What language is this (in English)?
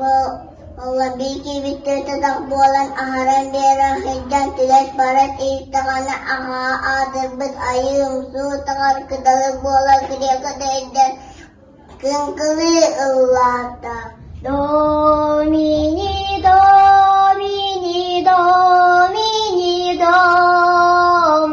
Yakut